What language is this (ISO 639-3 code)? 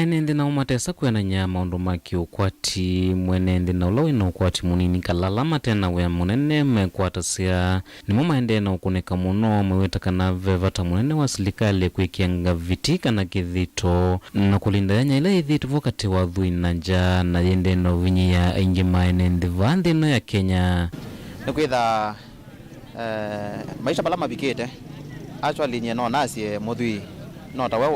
kam